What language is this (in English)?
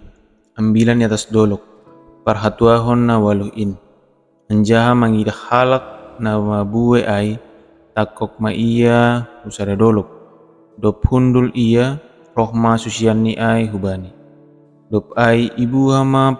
Batak Simalungun